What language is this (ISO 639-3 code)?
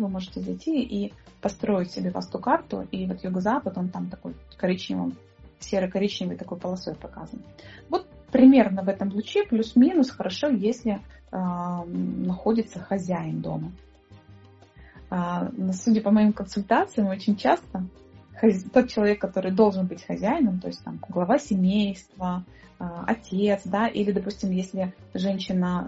rus